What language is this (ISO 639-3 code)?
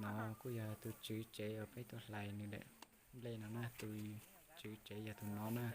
hmn